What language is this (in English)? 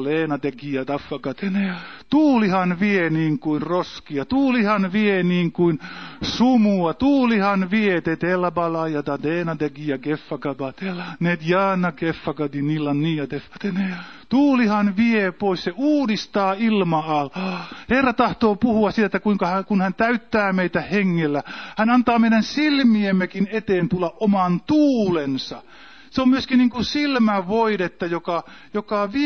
Finnish